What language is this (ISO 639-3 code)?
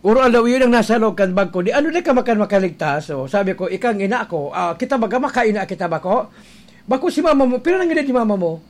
bik